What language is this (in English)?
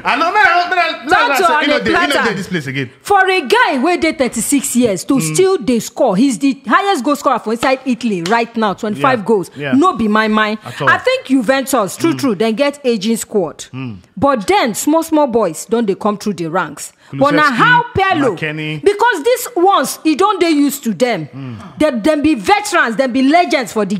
Nigerian Pidgin